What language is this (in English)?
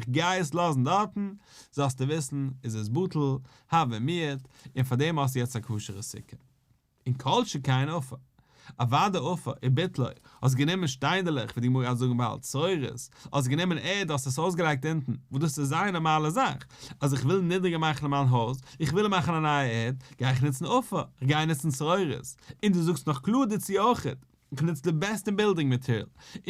Yiddish